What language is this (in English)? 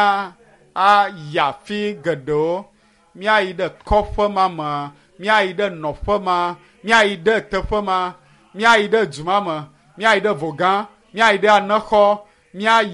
Ewe